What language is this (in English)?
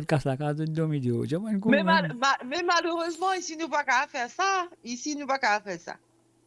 Morisyen